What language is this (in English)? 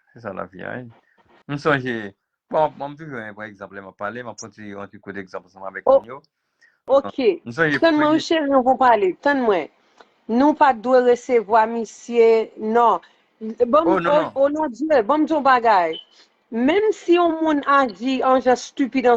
Haitian Creole